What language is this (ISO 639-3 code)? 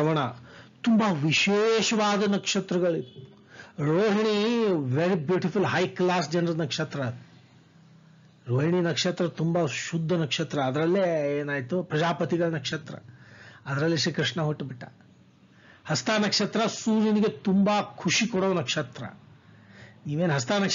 kan